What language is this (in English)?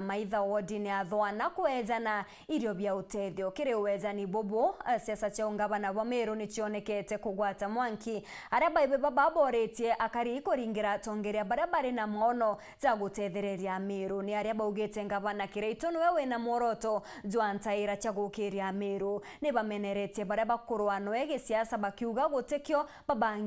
Meru